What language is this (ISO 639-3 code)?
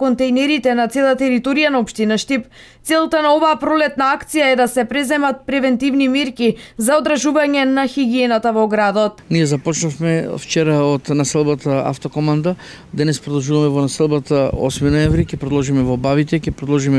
mkd